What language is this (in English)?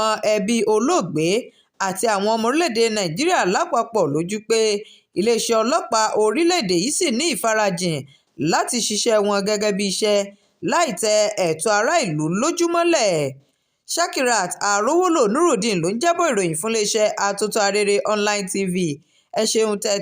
Yoruba